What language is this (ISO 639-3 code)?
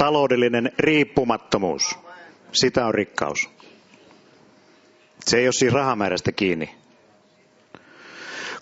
fin